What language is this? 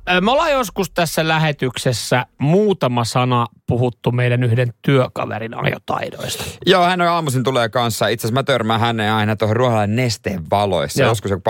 Finnish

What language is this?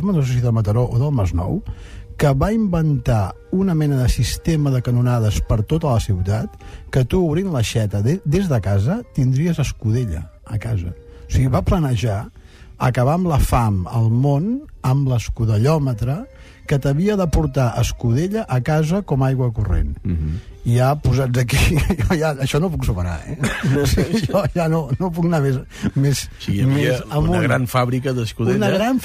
Catalan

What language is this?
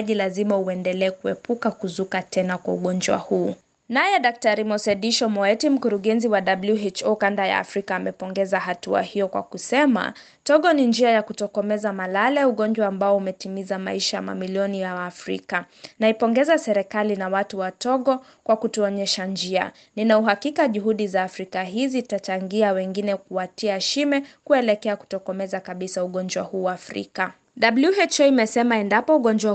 Swahili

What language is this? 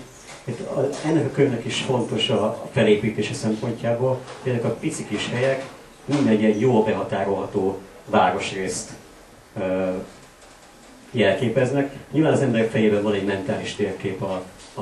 Hungarian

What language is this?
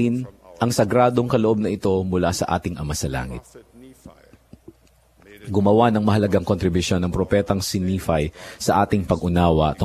Filipino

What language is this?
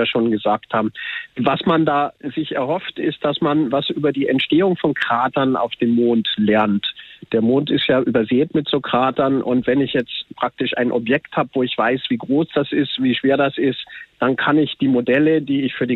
German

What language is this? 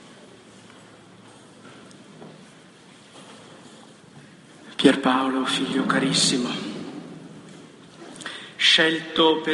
Italian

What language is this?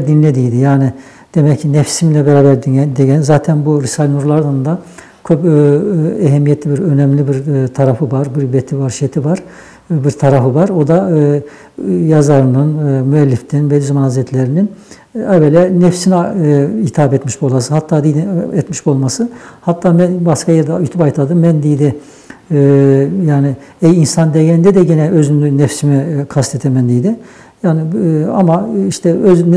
Nogai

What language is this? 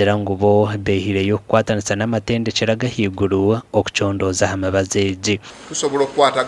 Nyankole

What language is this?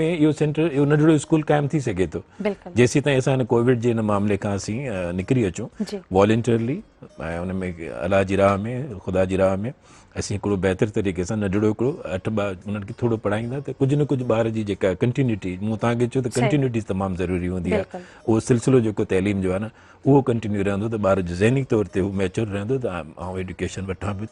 Sindhi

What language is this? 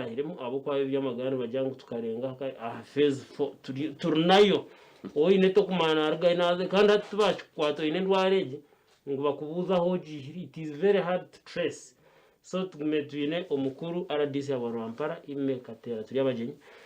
Nyankole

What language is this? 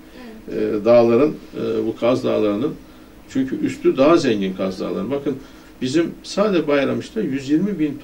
Turkish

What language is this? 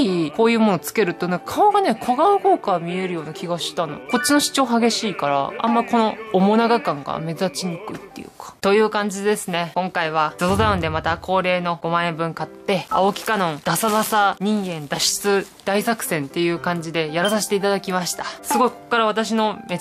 Japanese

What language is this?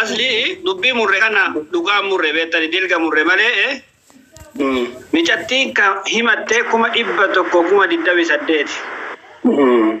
Oromo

